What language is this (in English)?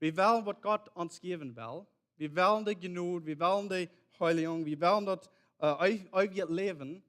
Plautdietsch